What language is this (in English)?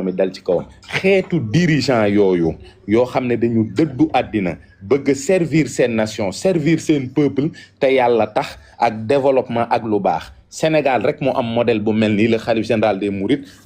Wolof